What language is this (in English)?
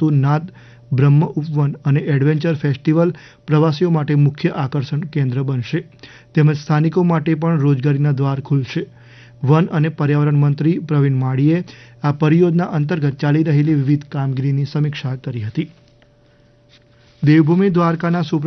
Gujarati